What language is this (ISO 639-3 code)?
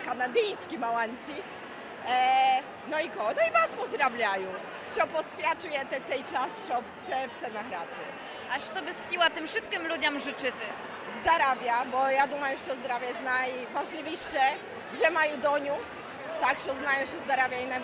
rue